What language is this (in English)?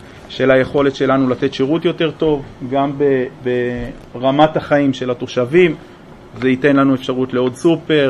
Hebrew